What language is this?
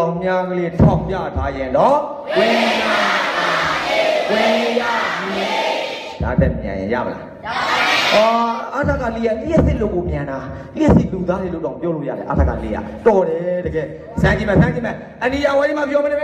Burmese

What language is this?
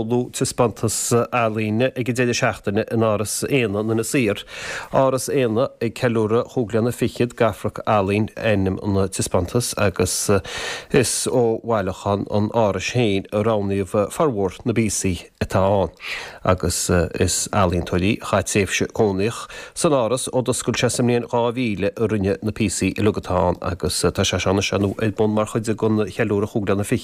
Irish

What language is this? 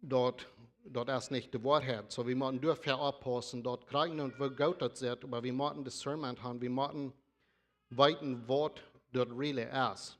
Plautdietsch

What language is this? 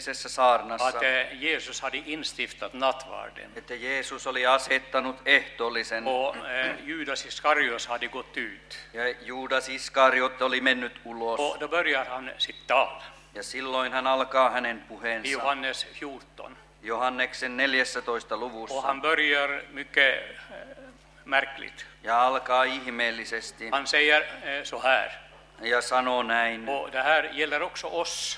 Swedish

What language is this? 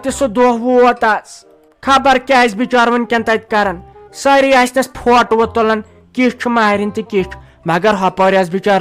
Kashmiri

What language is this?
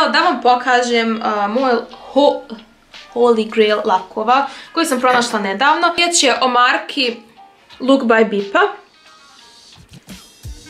Croatian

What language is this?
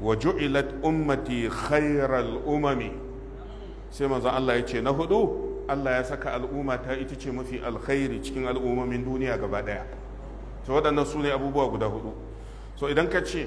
Hausa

